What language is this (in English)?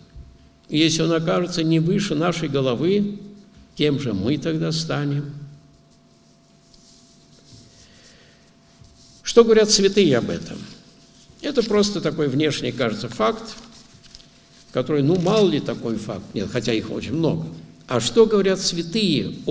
Russian